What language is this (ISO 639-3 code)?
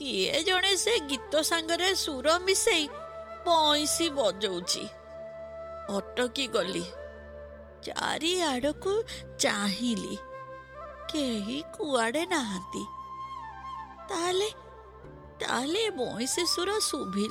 ori